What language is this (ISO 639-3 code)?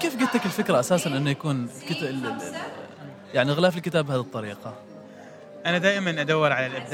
afb